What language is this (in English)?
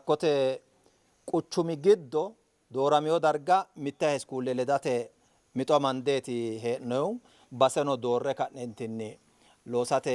Sidamo